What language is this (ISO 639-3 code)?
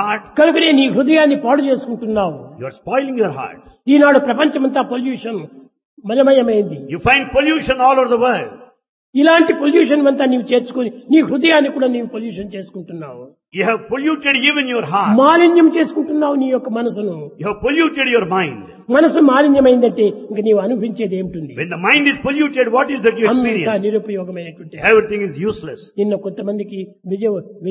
tel